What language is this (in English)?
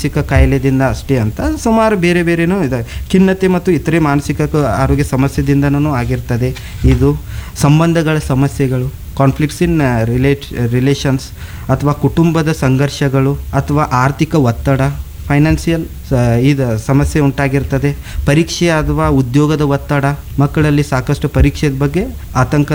Kannada